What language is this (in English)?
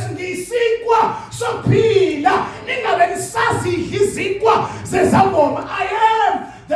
Zulu